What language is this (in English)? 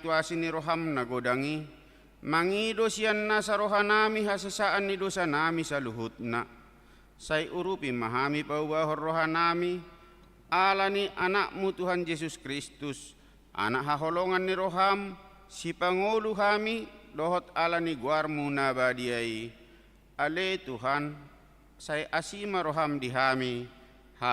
Batak Toba